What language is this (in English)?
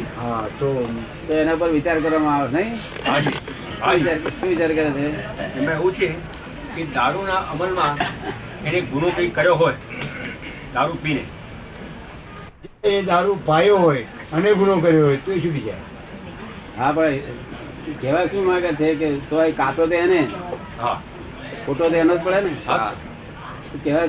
Gujarati